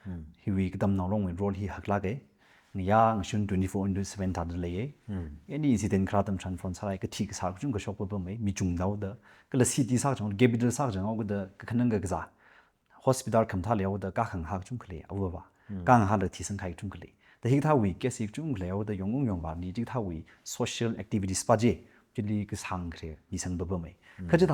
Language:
Tangkhul Naga (India)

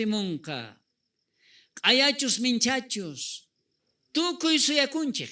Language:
South Bolivian Quechua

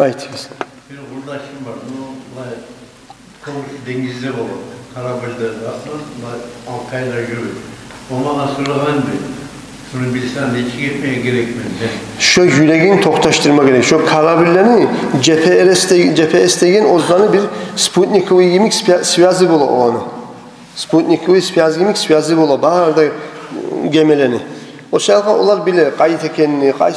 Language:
Kumyk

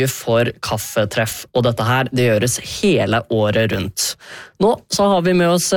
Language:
Norwegian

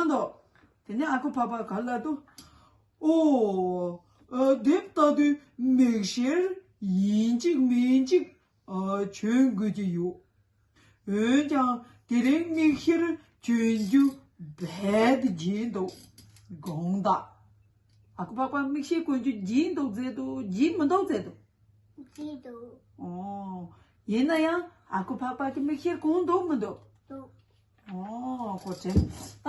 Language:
Tibetan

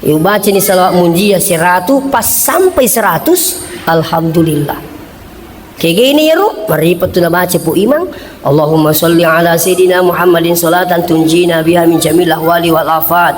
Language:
Buginese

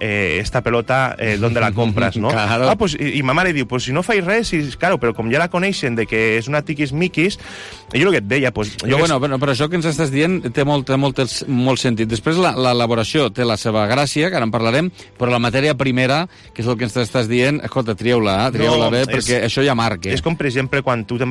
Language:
Catalan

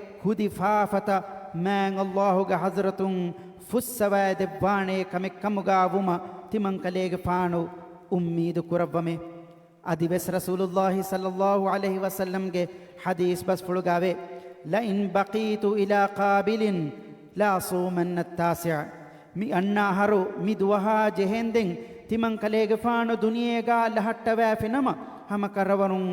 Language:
Divehi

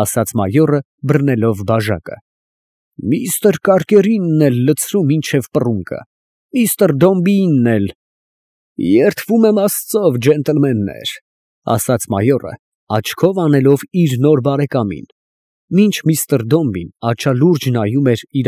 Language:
Armenian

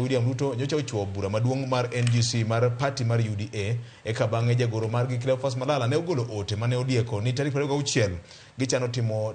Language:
Luo (Kenya and Tanzania)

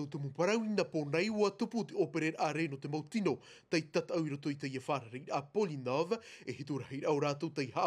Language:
Tahitian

